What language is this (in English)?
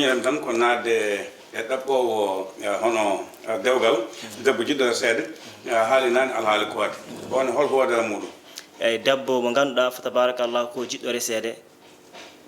Fula